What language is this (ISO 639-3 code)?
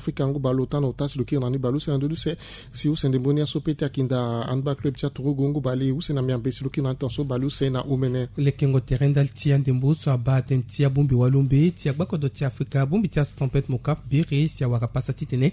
sag